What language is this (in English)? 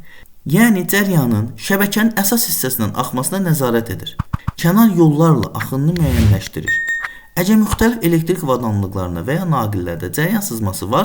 Azerbaijani